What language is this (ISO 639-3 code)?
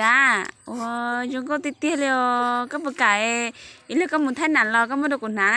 hmn